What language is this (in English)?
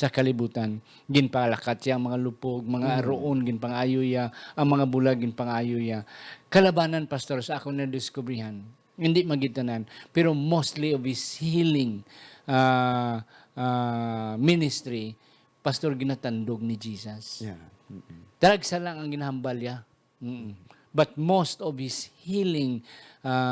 Hiligaynon